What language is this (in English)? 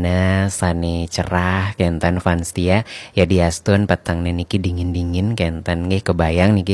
Balinese